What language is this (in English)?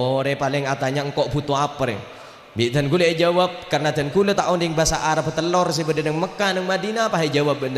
Madurese